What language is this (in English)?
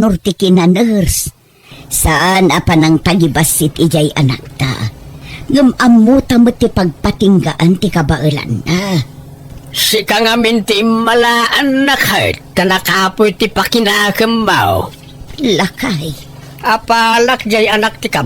Iloko